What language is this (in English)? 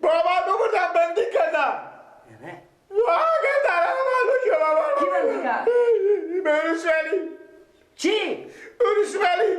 Persian